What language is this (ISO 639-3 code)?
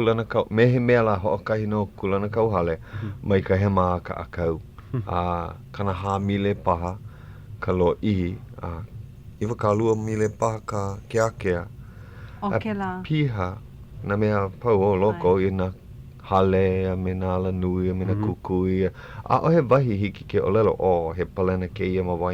haw